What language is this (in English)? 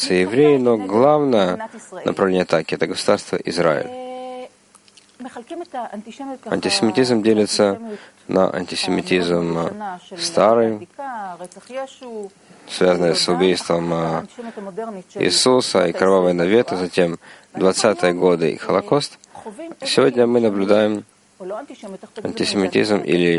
Russian